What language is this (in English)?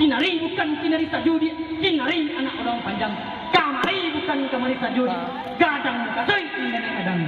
Minangkabau